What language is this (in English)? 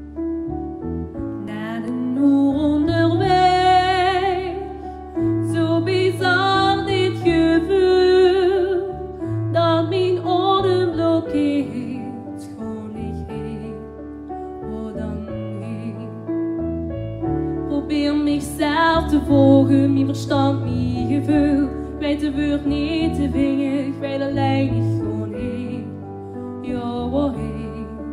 Dutch